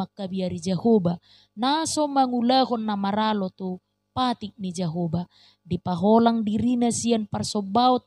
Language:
Batak Toba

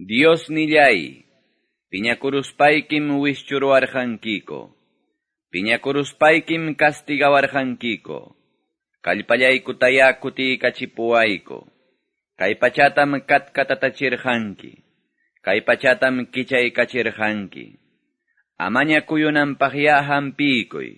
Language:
Quechua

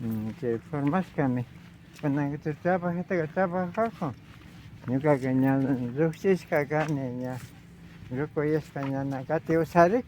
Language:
Imbabura Highland Quichua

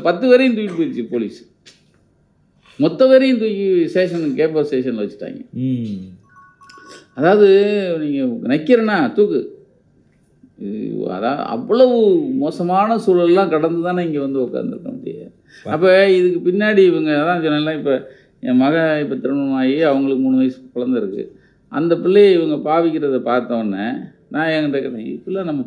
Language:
Tamil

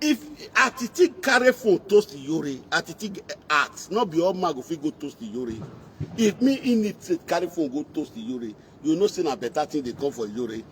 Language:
Nigerian Pidgin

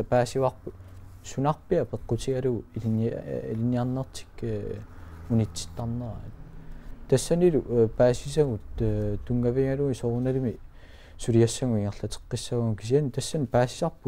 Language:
Kalaallisut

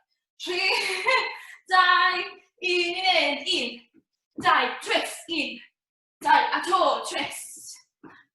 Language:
Welsh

